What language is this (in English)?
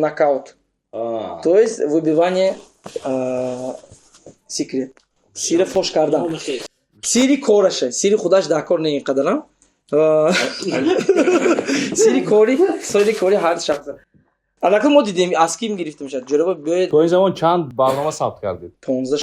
Tajik